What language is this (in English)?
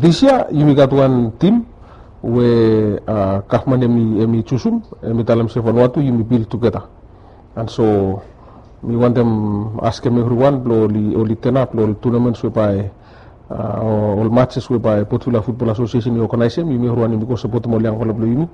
Bislama